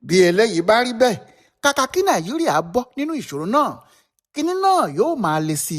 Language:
Yoruba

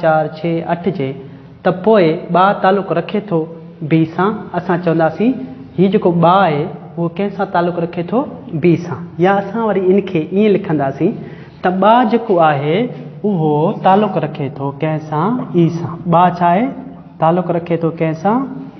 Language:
Sindhi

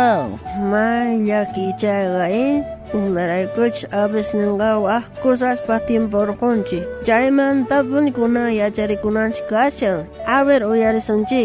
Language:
South Bolivian Quechua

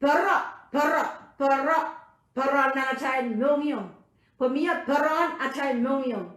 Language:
Pohnpeian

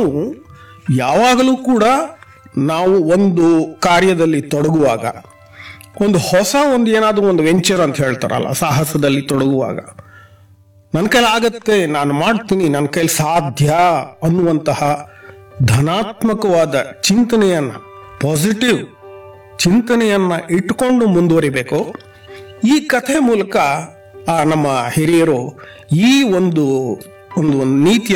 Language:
Kannada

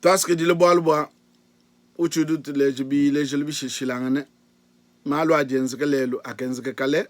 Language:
Luba-Lulua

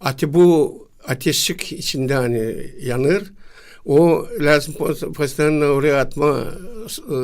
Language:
Gagauz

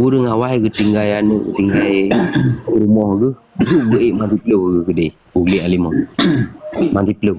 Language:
Achinese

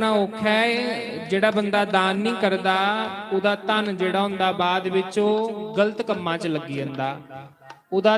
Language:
Dogri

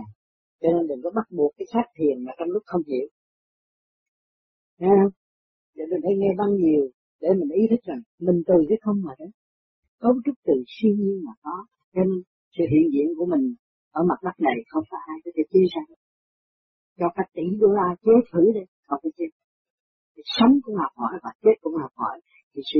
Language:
Vietnamese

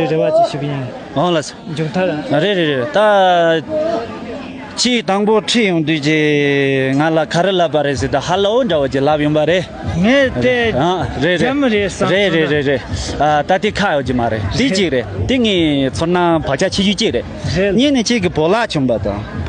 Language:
Tibetan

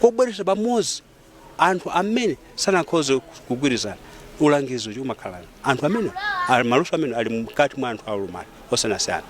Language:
Nyanja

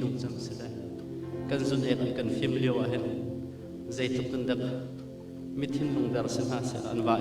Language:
Hakha Chin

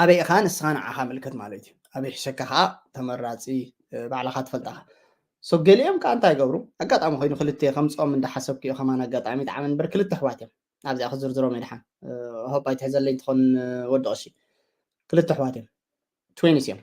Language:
Tigrinya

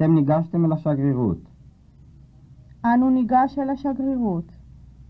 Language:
Hebrew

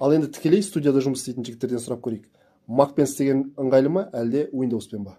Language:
Kazakh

